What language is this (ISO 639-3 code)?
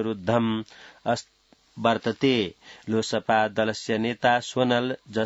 san